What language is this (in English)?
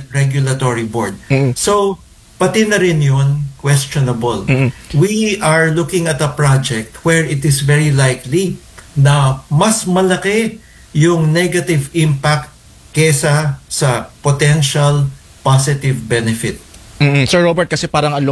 Filipino